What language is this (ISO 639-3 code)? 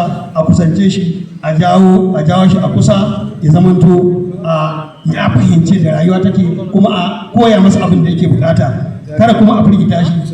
hau